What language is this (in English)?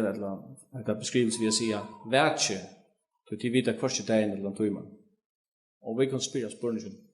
Faroese